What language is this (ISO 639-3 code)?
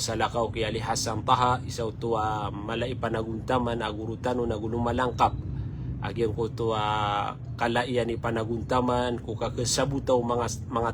mrw